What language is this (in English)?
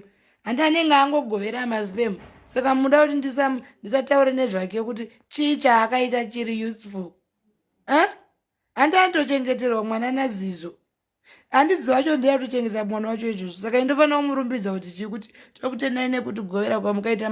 Shona